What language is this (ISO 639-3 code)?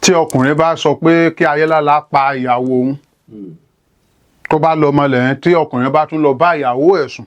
yor